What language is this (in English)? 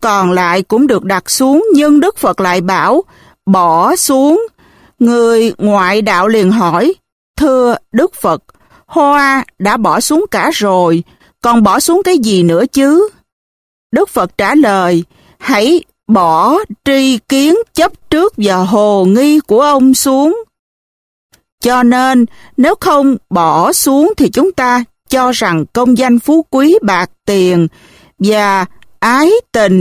Vietnamese